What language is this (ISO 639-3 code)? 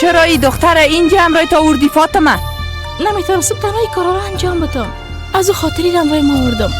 fas